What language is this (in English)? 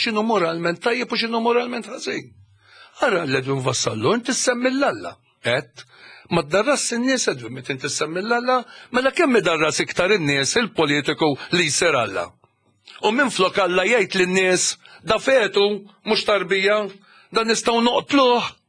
Maltese